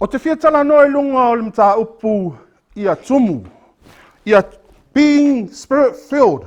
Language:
Samoan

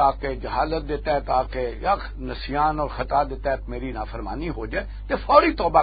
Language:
Western Panjabi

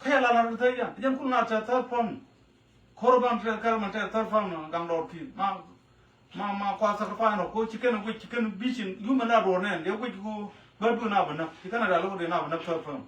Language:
Nuer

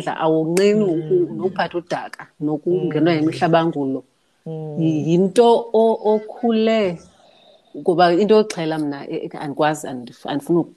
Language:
Xhosa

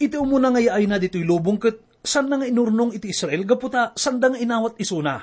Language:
Iloko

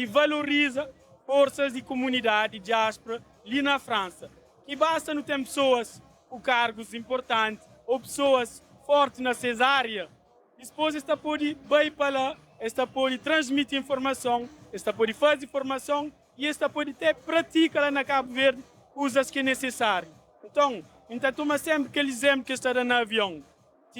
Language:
Kabuverdianu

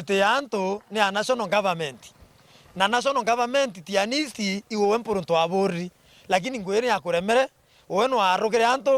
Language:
Meru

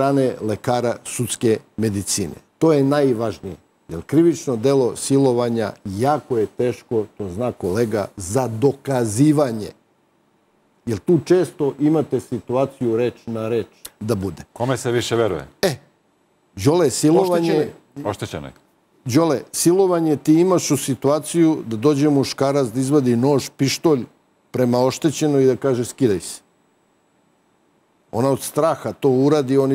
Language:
Serbian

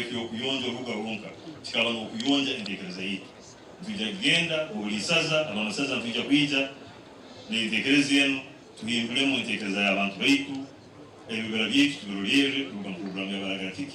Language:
Nyankole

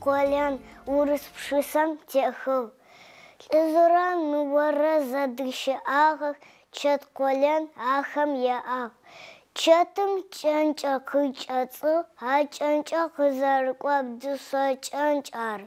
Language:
Adyghe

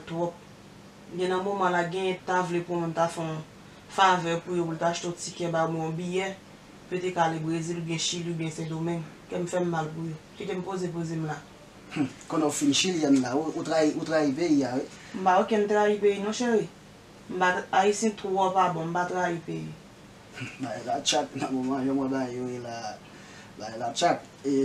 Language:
Haitian Creole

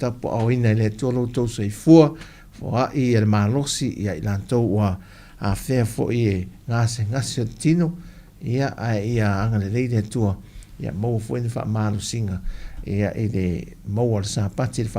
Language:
Samoan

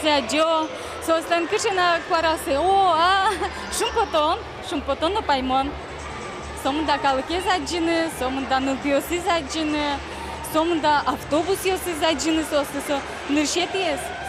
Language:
Udmurt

